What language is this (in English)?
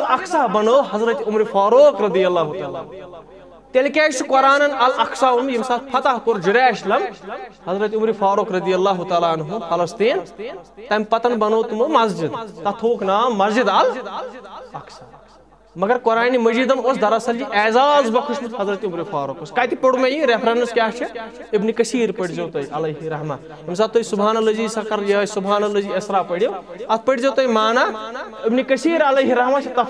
Kashmiri